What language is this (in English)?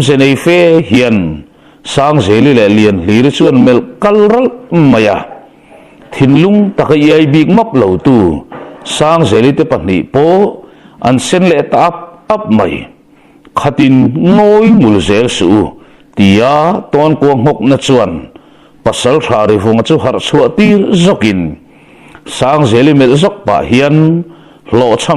Mizo